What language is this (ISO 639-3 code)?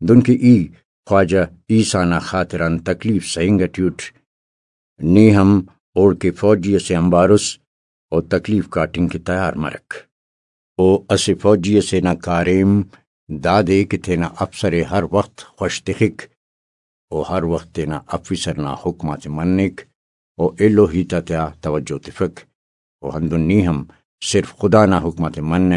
brh